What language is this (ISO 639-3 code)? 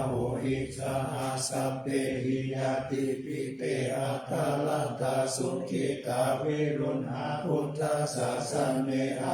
pli